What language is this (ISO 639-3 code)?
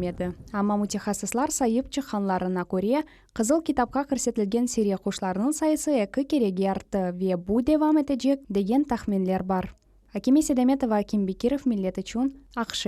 crh